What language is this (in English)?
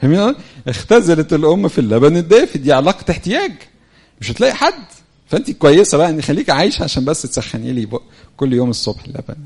Egyptian Arabic